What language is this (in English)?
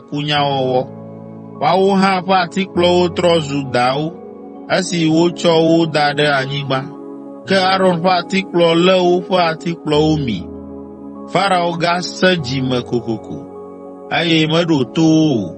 Ewe